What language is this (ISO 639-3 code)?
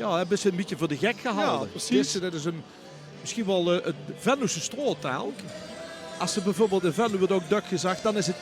lim